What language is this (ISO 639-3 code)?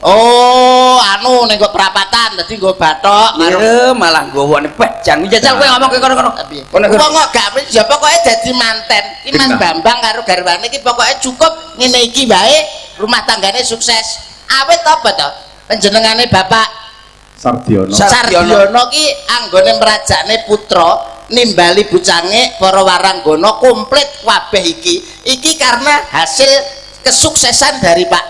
jav